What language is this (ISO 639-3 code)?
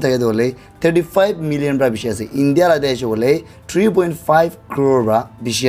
nag